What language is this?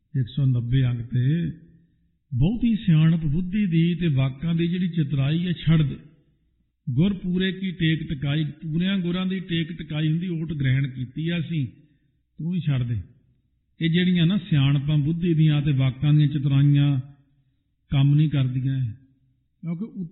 Punjabi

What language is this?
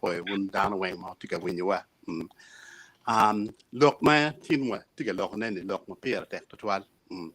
Acoli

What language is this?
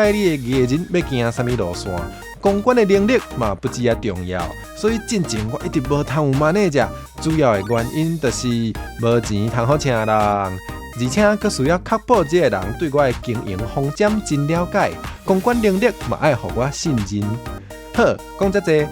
Min Nan Chinese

